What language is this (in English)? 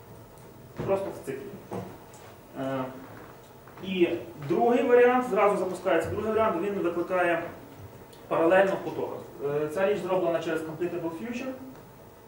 Ukrainian